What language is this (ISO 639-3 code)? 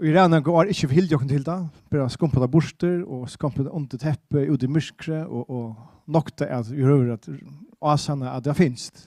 fao